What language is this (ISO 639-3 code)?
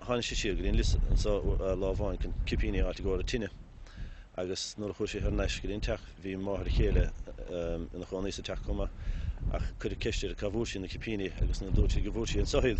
gle